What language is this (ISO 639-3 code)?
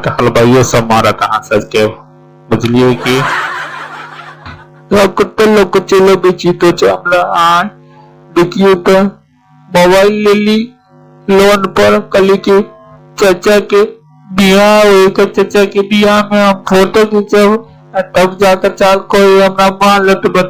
mai